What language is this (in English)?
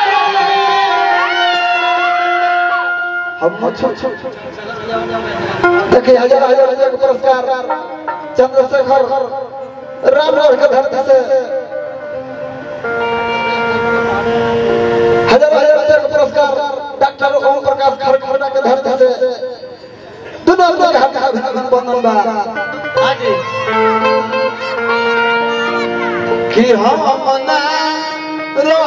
Bhojpuri